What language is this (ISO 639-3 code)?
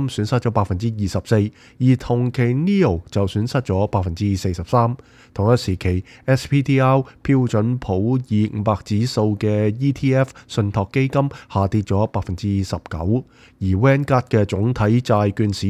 yue